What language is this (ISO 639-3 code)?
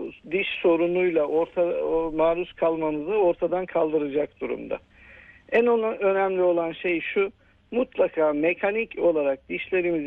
tur